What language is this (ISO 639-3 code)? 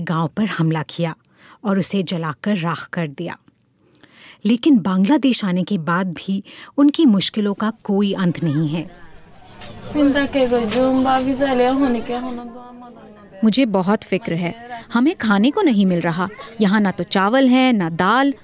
hin